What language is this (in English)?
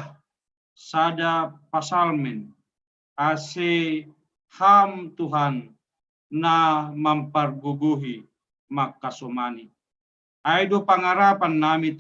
Batak Simalungun